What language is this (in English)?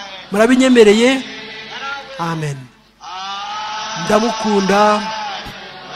Kinyarwanda